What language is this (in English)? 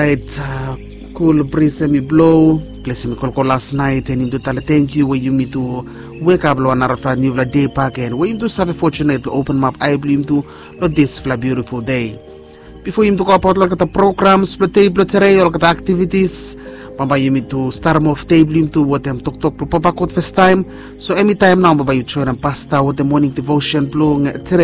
Bislama